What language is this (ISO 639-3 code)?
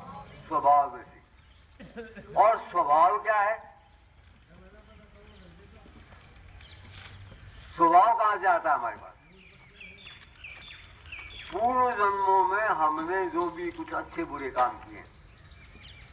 hin